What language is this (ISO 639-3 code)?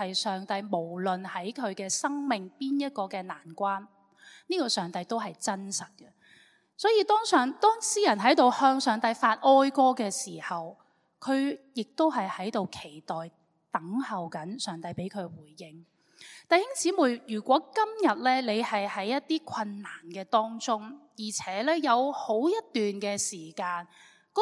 yue